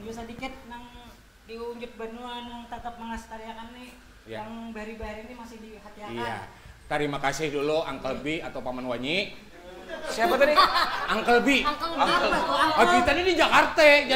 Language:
Banjar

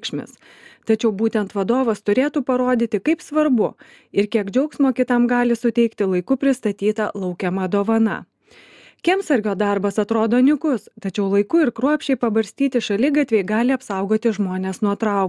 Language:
Lithuanian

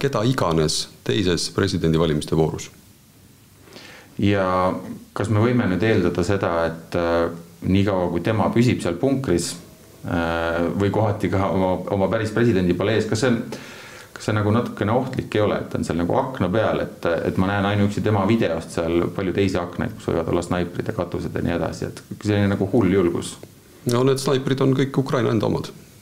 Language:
Estonian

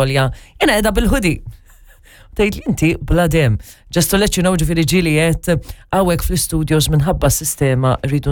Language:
Maltese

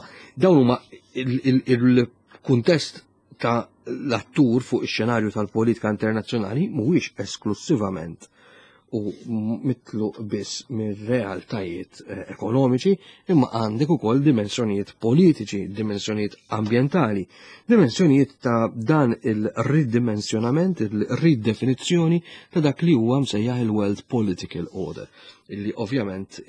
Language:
Maltese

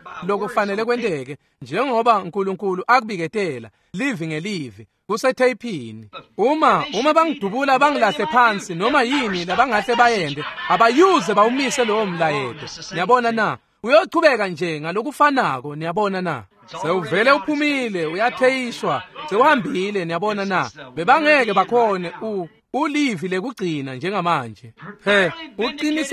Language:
Swati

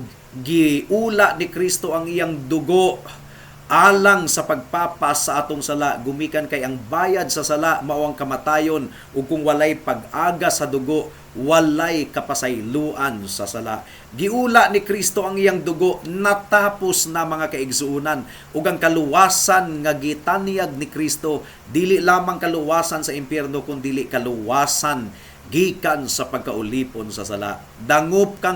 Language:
Cebuano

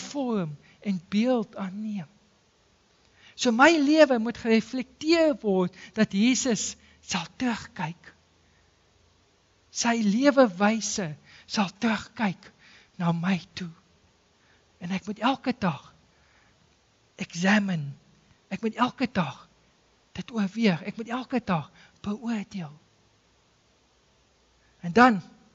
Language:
Afrikaans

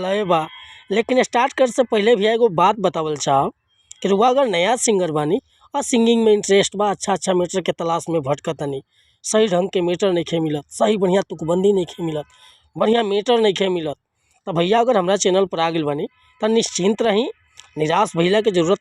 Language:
Bhojpuri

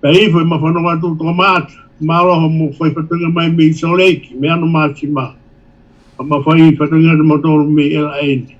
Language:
Tongan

